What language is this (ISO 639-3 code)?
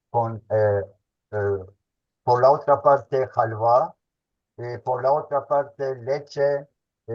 lad